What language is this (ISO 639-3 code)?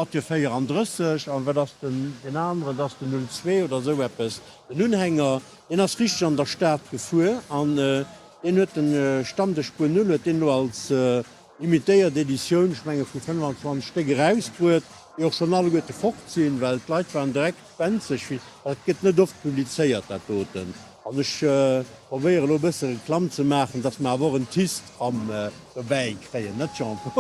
ltz